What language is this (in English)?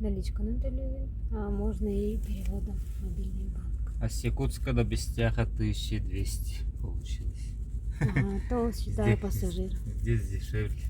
Yakut